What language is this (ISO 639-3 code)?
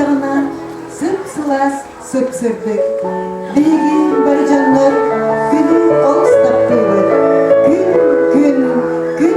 sah